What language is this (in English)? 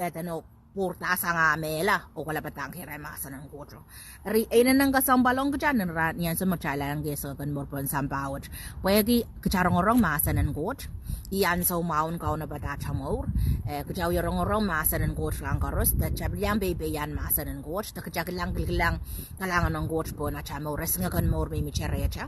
Pohnpeian